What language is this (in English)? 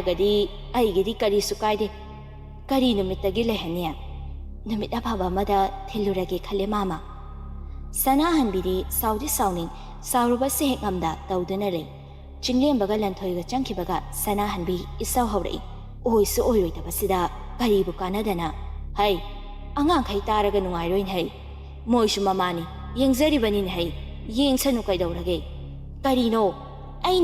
Manipuri